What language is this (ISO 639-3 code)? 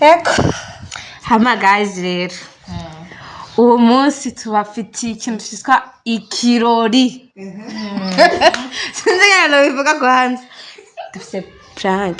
run